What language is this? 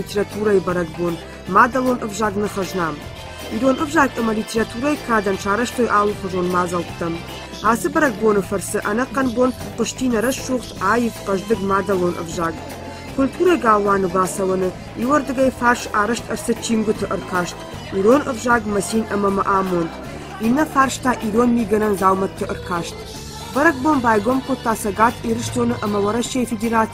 Ossetic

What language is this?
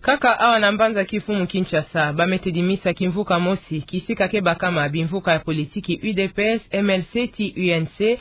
Kituba (Democratic Republic of Congo)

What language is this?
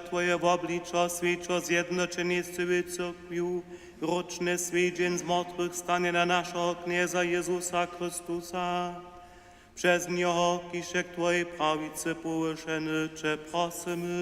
Upper Sorbian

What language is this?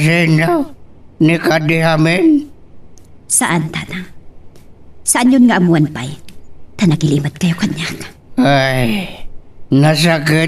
Iloko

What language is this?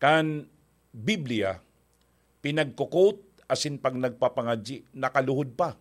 Bikol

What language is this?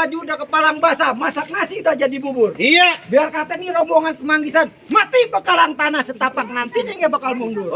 Betawi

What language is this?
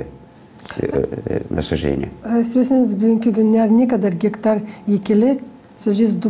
Gagauz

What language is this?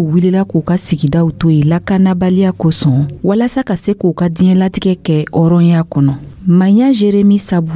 Dyula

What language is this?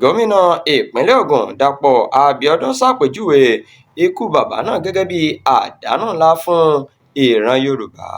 Yoruba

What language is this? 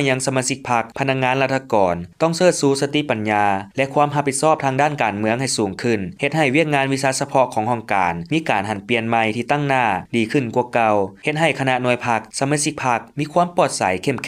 Lao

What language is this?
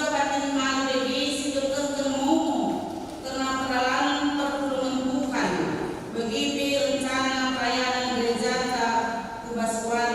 Batak Karo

